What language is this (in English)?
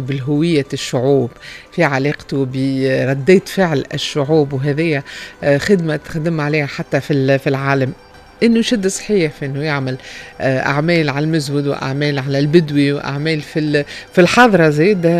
Tunisian Arabic